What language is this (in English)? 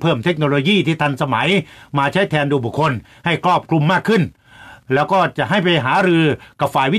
Thai